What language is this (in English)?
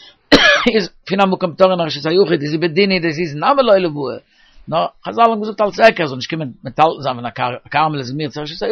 Yiddish